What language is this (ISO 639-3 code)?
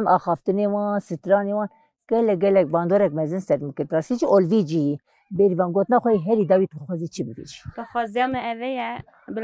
kur